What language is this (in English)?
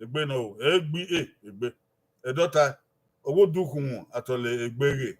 Bini